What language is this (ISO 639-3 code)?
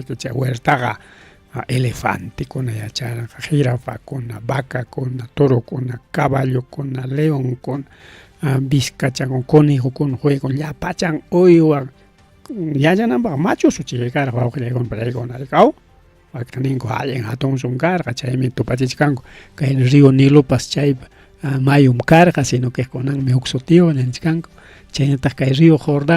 quy